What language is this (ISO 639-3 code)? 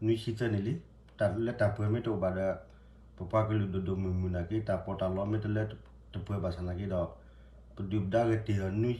ksw